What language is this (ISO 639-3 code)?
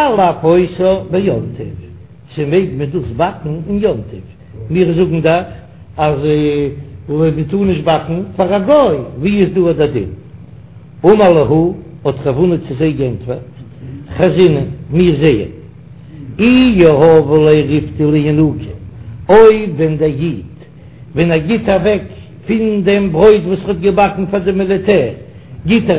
yid